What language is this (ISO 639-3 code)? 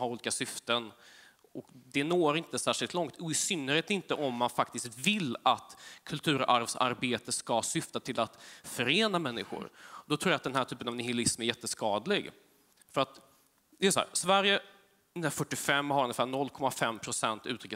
swe